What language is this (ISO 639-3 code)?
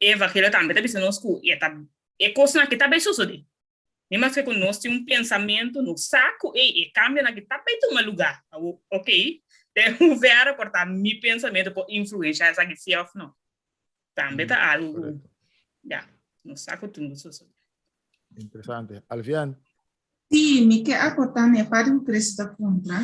pap